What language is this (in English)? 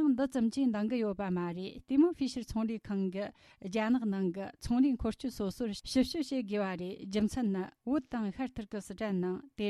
Tibetan